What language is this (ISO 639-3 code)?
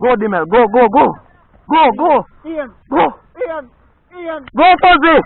jam